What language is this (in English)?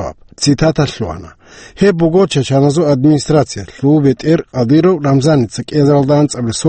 Avaric